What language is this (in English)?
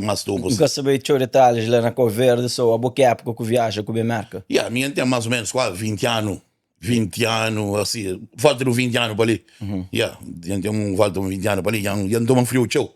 Kabuverdianu